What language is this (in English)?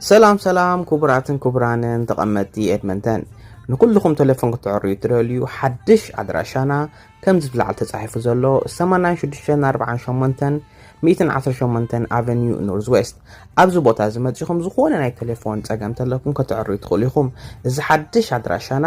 Tigrinya